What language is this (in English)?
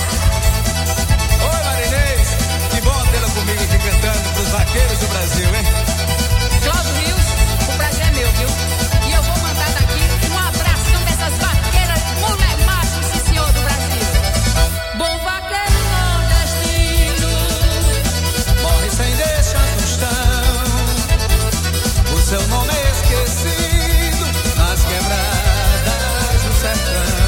Portuguese